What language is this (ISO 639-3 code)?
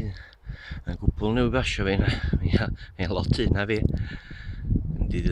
cym